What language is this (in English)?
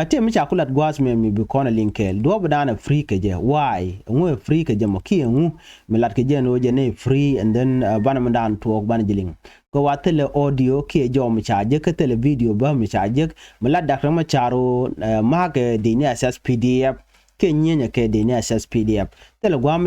Nuer